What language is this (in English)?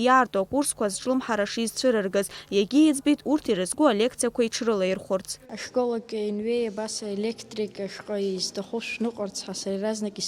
Abkhazian